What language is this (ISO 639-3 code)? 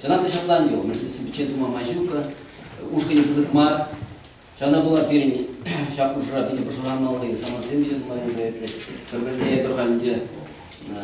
chv